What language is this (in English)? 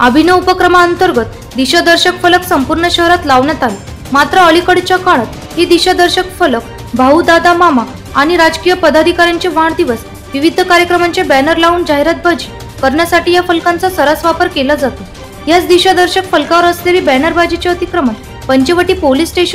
Marathi